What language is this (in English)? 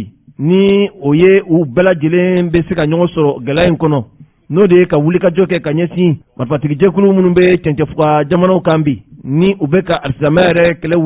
Bambara